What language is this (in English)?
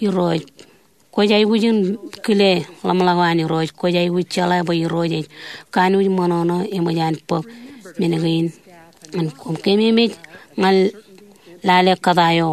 Marshallese